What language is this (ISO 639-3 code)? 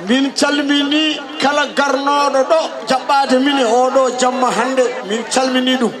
ful